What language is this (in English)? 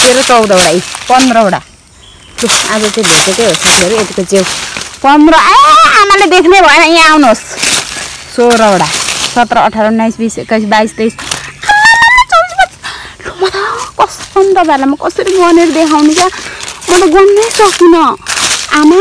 Nepali